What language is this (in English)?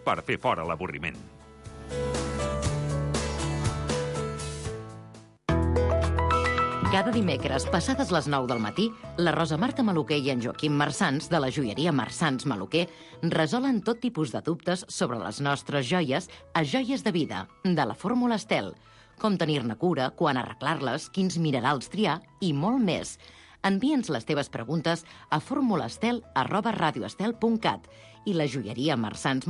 Catalan